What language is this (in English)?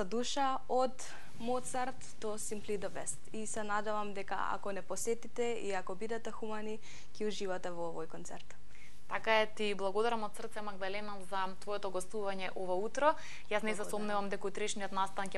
Macedonian